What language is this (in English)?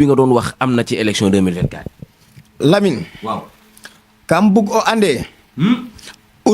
Wolof